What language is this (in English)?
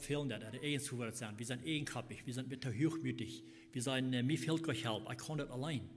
Plautdietsch